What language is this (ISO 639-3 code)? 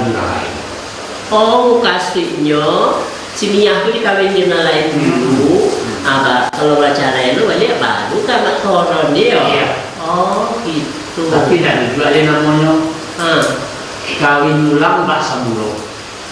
min